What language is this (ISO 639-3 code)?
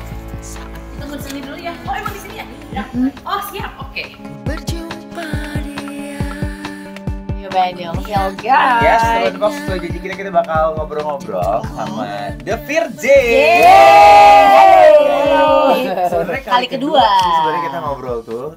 ind